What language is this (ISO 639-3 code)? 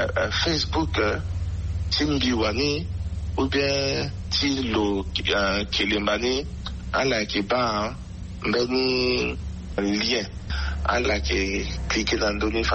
sag